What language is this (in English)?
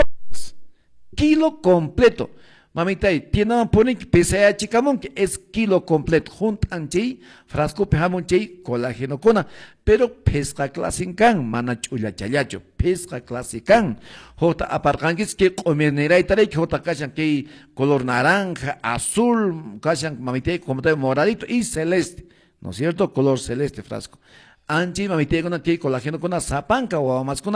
Quechua